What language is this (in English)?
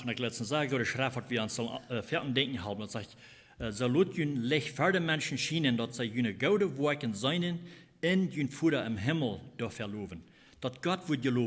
Plautdietsch